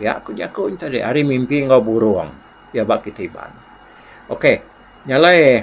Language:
Iban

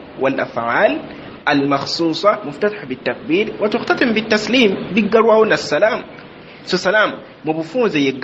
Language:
Ganda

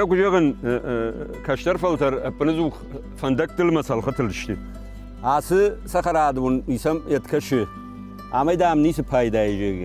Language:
Ossetic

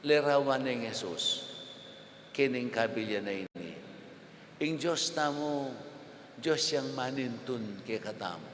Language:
Pampanga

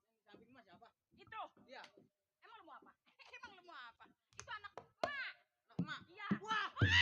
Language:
Betawi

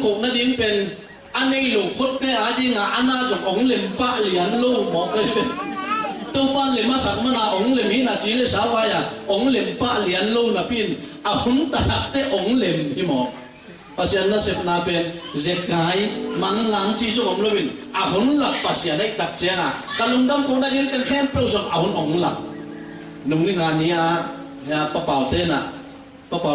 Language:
Tedim Chin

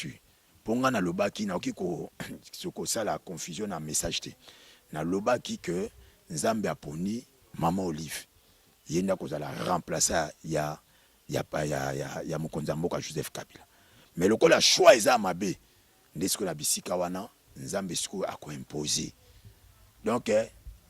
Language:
Lingala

